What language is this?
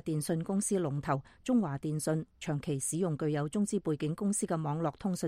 Cantonese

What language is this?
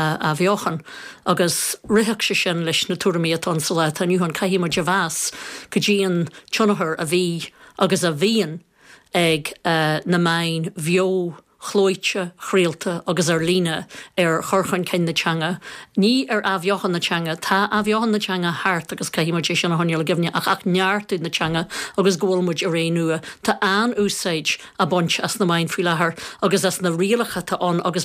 Irish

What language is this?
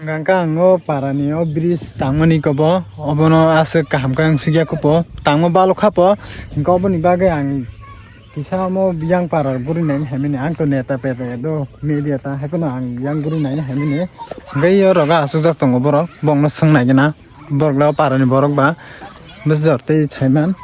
Kok Borok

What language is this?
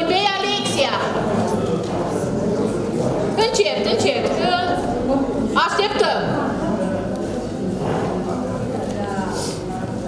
Romanian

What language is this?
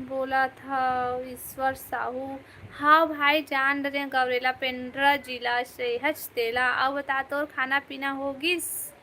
Chhattisgarhi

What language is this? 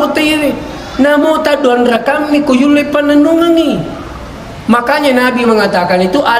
Buginese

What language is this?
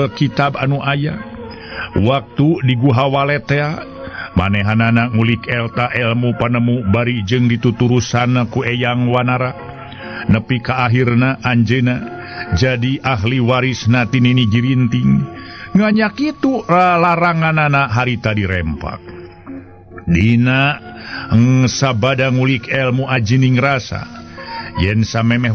Sundanese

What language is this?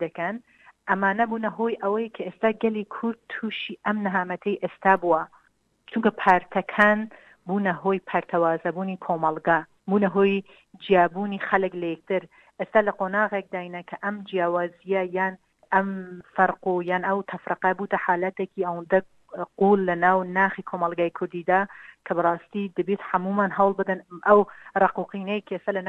Central Kurdish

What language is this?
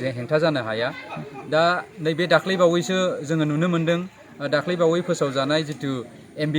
Bodo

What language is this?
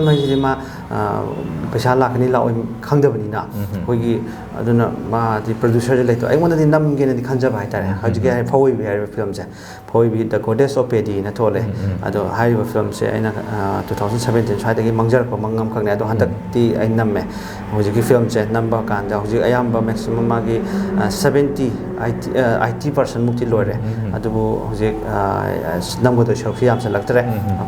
Manipuri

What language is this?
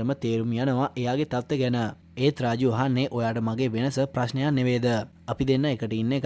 Sinhala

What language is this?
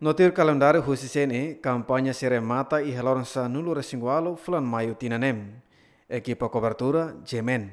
Tetum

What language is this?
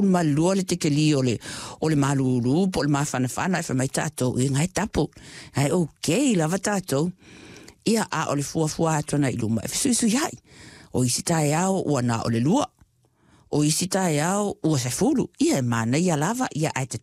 Samoan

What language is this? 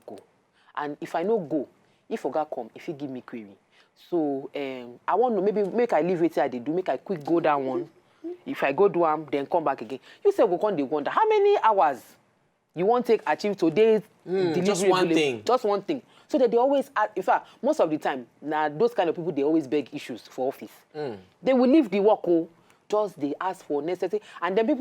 Nigerian Pidgin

